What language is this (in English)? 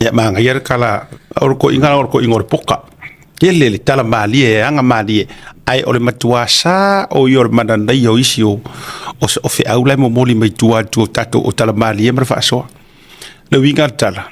Samoan